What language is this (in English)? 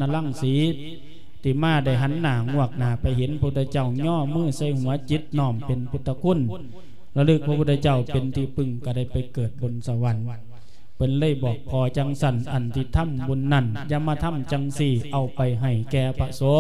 Lao